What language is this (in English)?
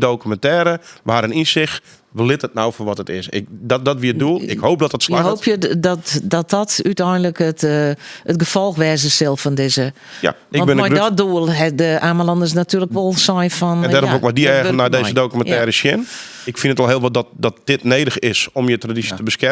Western Frisian